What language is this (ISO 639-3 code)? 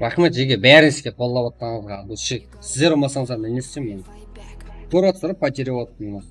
kaa